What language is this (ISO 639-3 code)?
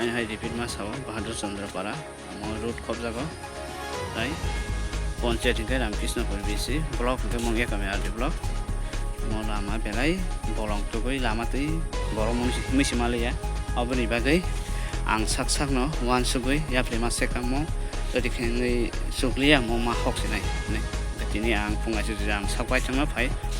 trp